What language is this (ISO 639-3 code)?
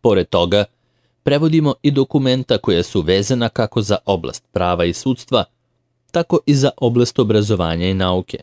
srp